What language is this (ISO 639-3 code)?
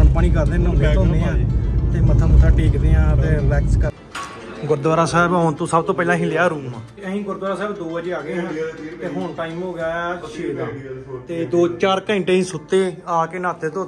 pan